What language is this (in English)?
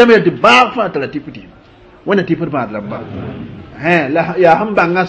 Mossi